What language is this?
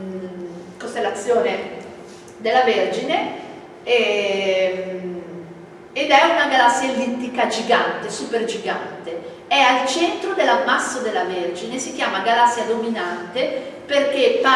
Italian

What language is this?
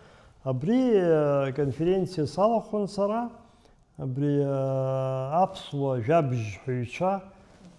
Abkhazian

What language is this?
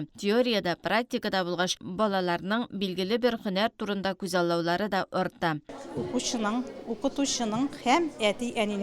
Tatar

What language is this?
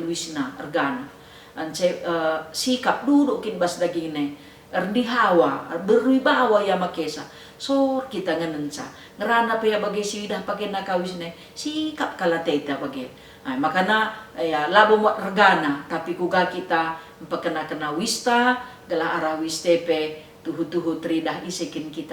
Batak Karo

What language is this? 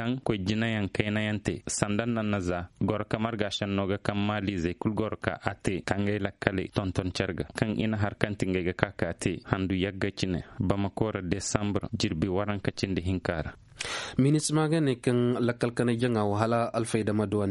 Koyraboro Senni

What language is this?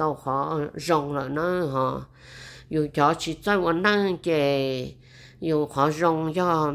Vietnamese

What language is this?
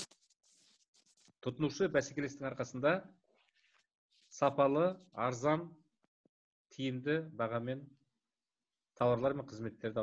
Kazakh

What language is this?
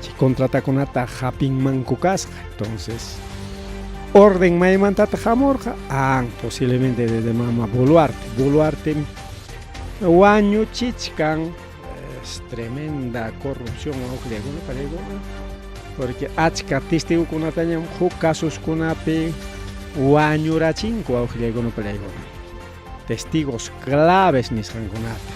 Ayacucho Quechua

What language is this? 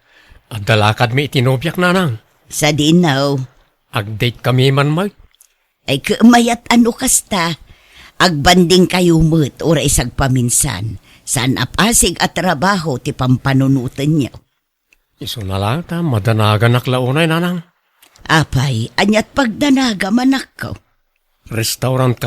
Iloko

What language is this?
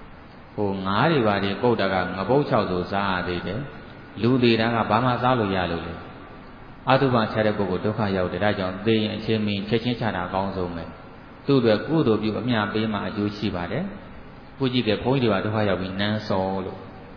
Burmese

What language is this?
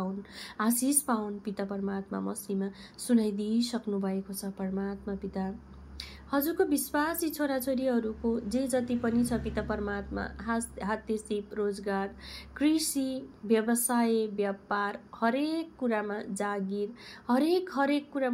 Nepali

